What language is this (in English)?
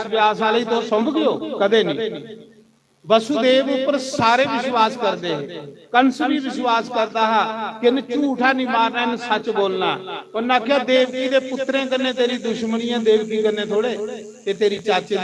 Dogri